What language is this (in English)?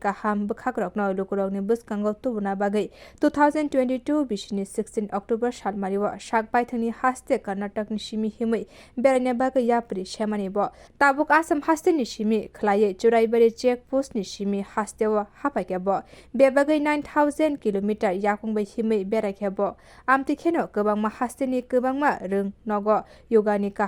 Kok Borok